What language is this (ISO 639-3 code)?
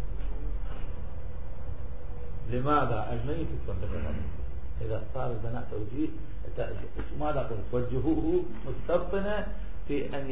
ara